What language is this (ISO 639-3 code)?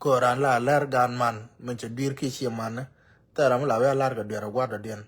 nus